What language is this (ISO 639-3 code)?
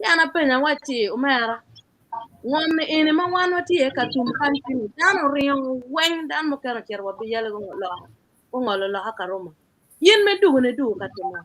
ach